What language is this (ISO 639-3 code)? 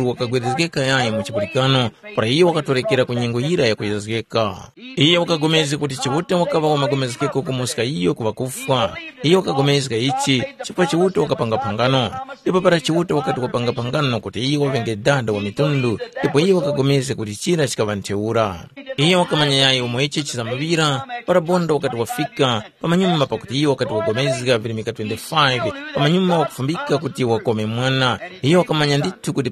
tum